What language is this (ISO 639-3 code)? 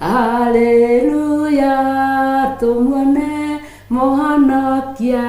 kik